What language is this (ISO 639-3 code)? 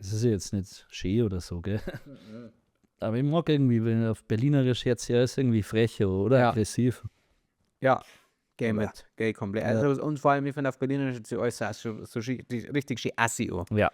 bar